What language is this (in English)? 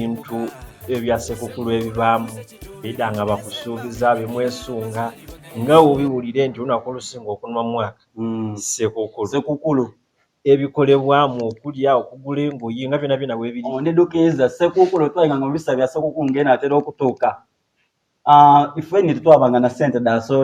Soga